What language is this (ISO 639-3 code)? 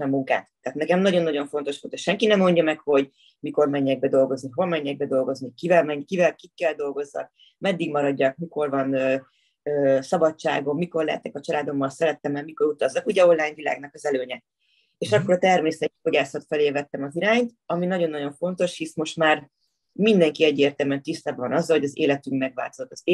hun